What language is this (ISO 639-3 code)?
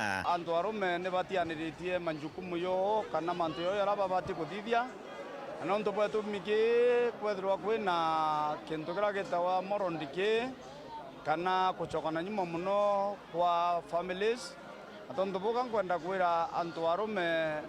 mer